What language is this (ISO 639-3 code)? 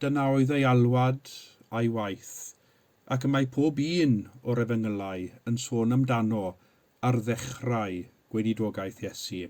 cym